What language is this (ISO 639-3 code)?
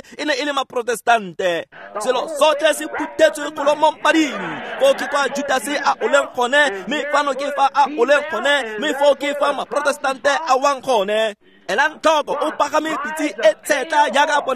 tsn